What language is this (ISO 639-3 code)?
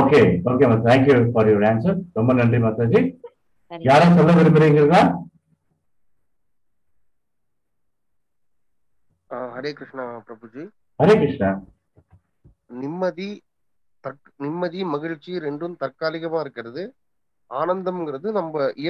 tam